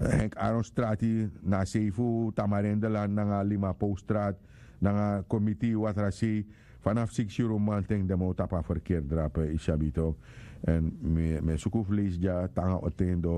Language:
Sranan Tongo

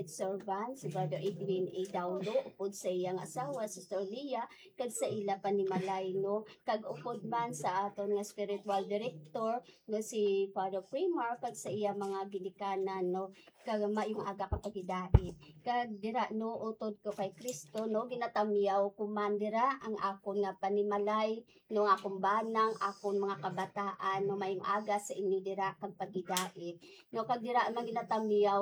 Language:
Hiligaynon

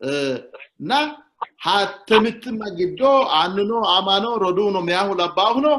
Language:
Sidamo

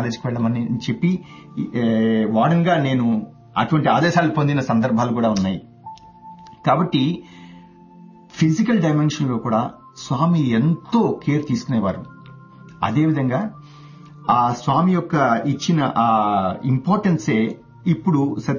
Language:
Telugu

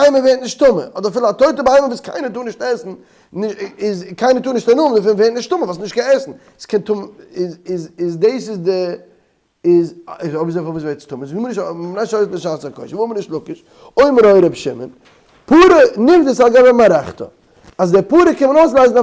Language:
Yiddish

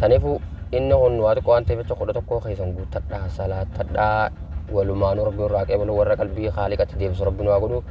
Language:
Oromo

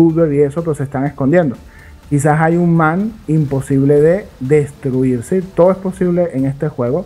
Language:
Spanish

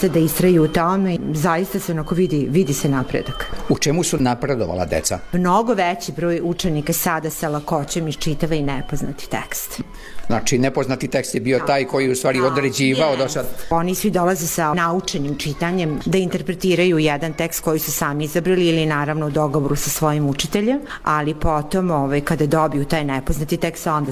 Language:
Serbian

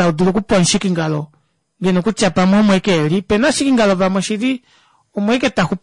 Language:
Kuanyama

